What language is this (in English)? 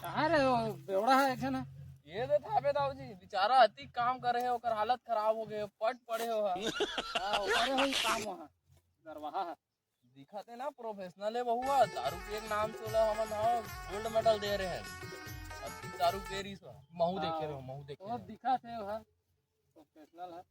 Chhattisgarhi